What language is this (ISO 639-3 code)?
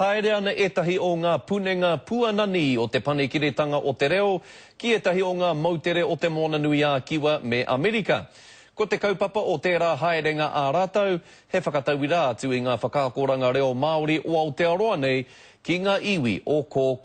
mri